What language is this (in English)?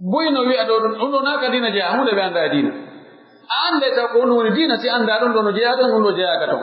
Pular